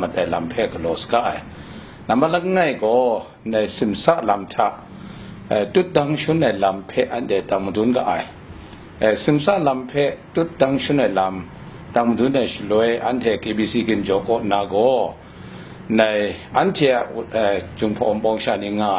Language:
Kachin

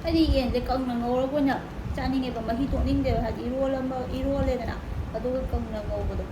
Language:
Manipuri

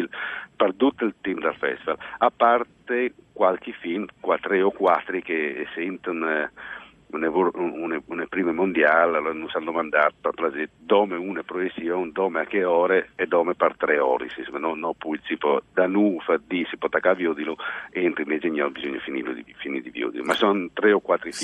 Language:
Friulian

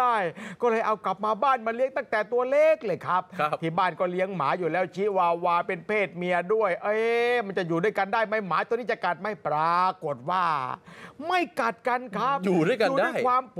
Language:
Thai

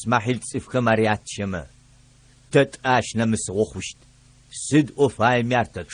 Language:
Adyghe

